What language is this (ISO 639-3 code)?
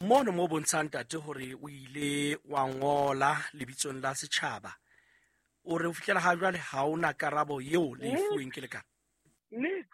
sot